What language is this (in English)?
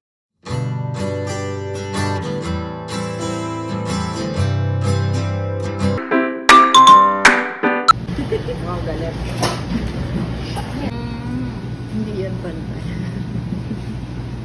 Filipino